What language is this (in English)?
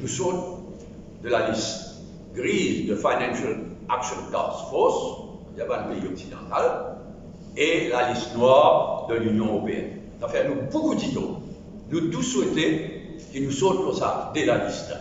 Morisyen